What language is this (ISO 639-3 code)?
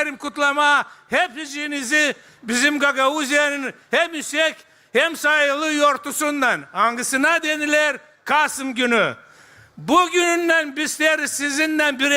gag